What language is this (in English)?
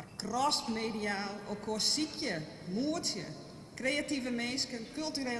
Western Frisian